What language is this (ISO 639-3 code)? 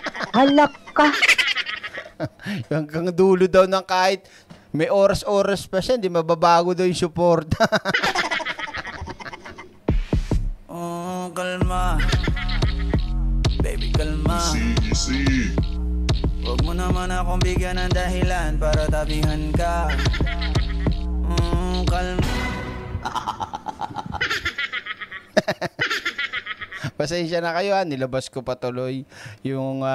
fil